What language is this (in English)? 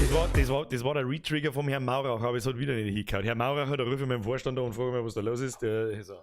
Bavarian